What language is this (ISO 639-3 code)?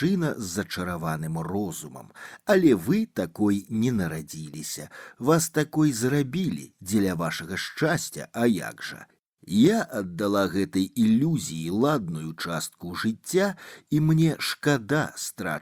bel